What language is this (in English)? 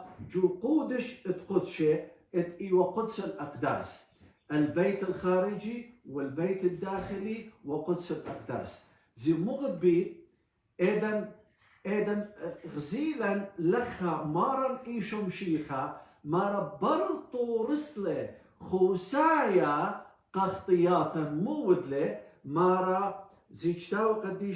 Assyrian Neo-Aramaic